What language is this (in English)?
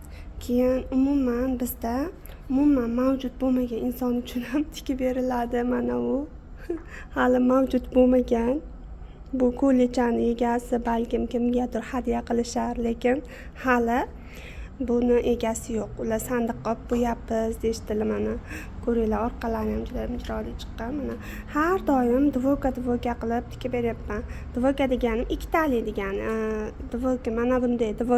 Uzbek